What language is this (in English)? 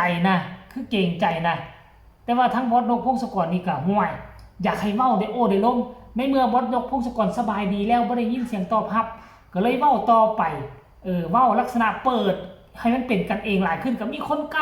Northeastern Thai